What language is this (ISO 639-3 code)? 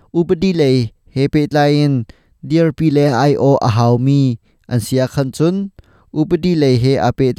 cnh